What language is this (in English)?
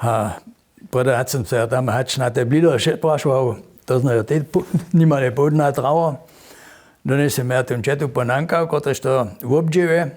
Upper Sorbian